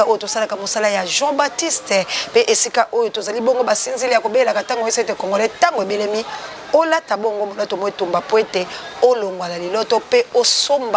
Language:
Lingala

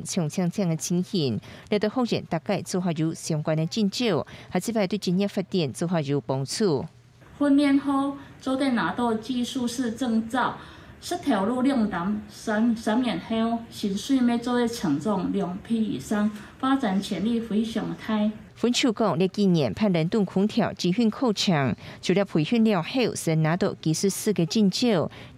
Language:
Hakka Chinese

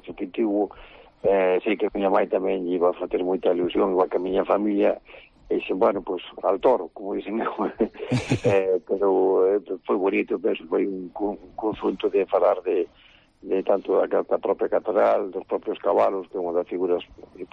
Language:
Galician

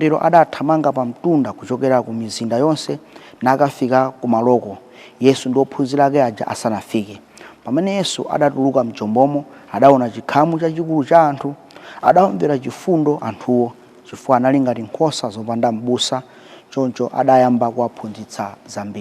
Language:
Nyanja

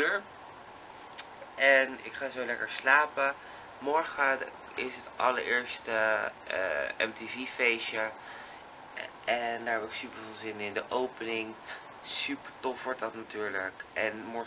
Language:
Dutch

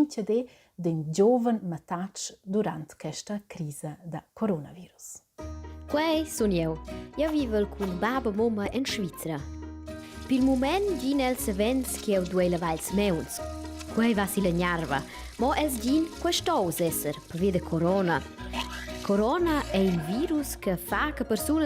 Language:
Romansh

